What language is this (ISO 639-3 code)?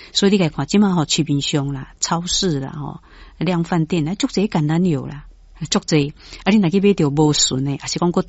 nan